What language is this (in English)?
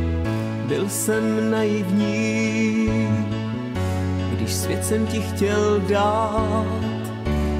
Czech